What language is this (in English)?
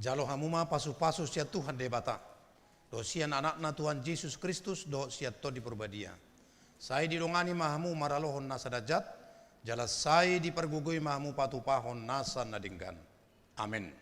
Batak Toba